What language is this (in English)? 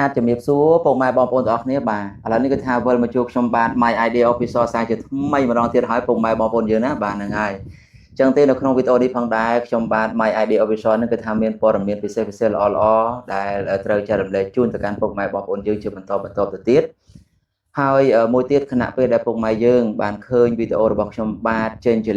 Khmer